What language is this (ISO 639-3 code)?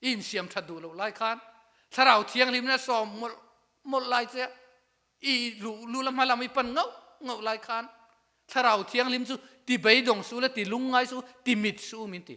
lus